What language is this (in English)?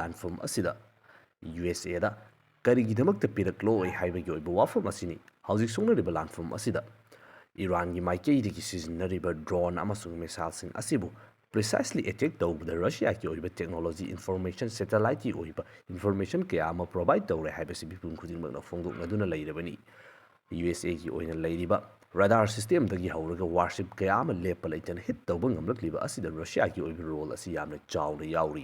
Manipuri